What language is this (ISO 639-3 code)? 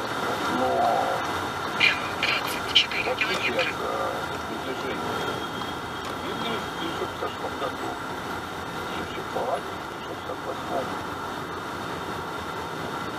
rus